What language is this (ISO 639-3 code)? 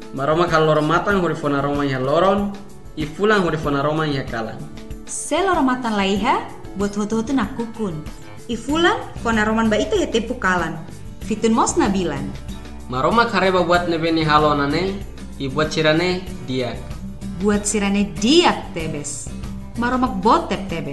tet